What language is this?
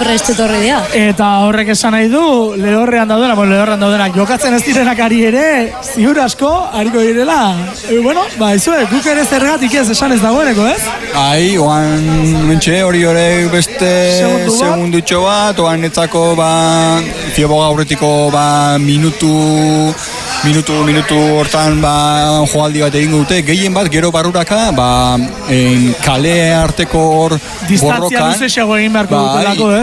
Basque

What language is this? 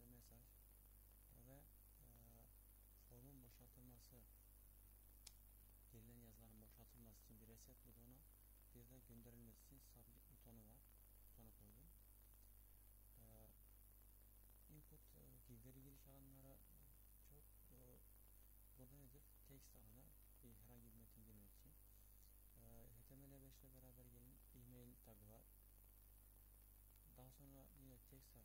Turkish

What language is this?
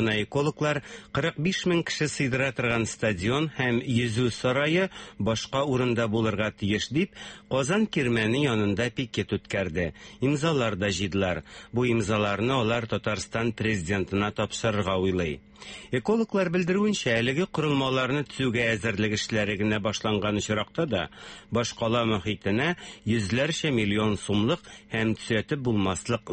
Tatar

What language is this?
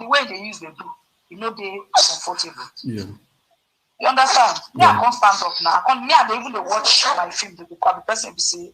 Nigerian Pidgin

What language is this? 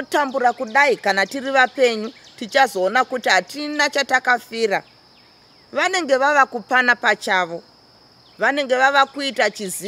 Shona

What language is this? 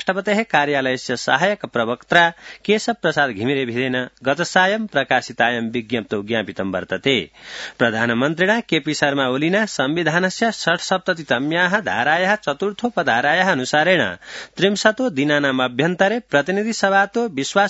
Sanskrit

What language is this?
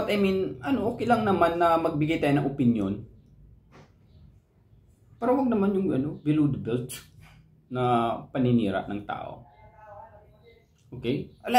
Filipino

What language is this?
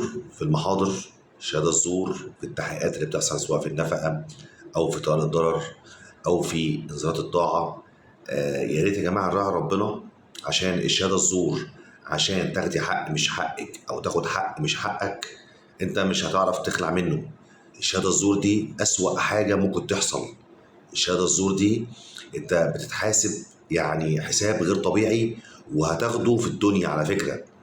Egyptian Arabic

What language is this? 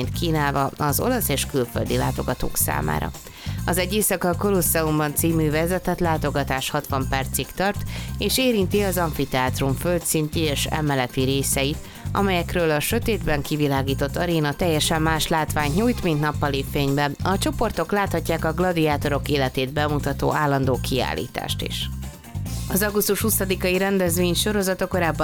Hungarian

